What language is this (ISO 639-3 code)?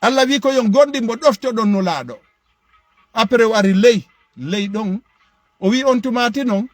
ful